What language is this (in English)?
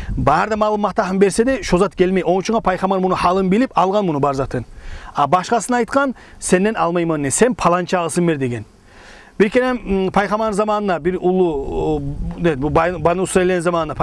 Kumyk